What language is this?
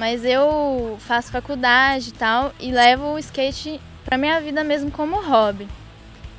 Portuguese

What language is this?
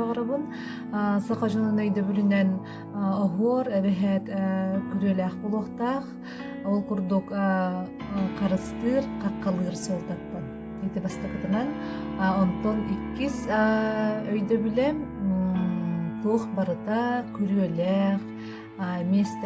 Yakut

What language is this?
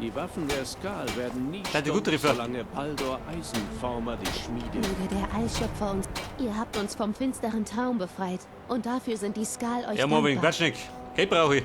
Bavarian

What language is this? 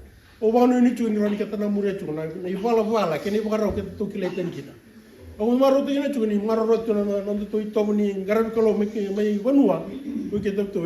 Fijian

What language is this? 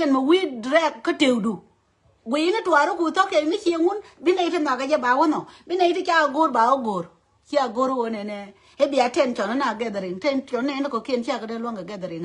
Nuer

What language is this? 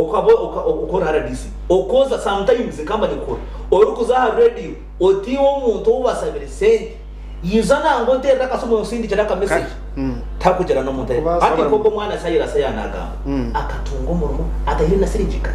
Nyankole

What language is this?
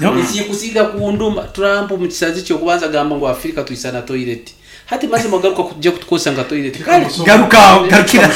Nyankole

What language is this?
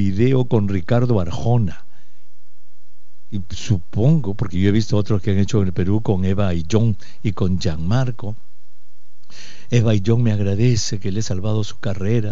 Spanish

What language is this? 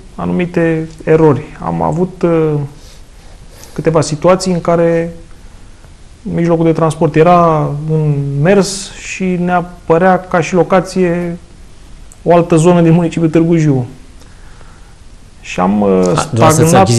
Romanian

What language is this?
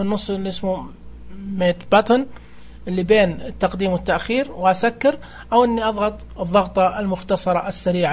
Najdi Arabic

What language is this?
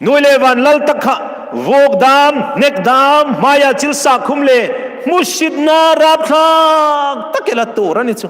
Hmar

